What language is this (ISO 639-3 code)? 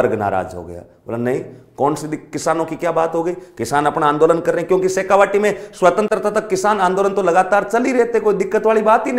hin